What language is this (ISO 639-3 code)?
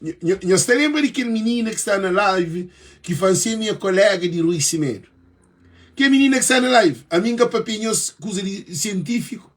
kea